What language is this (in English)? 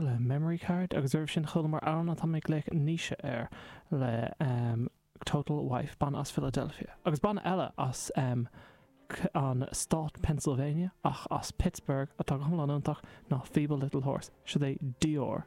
Irish